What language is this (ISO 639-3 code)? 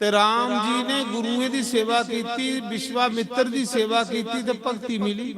doi